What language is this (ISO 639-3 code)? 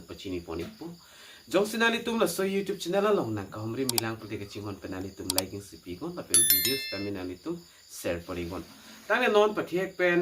mjw